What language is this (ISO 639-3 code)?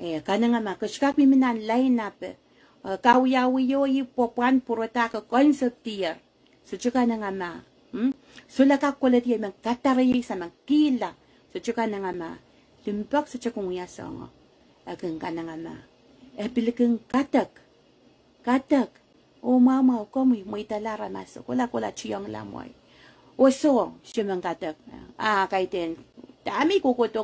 pon